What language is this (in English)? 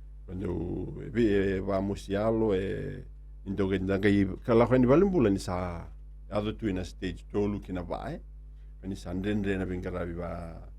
Fijian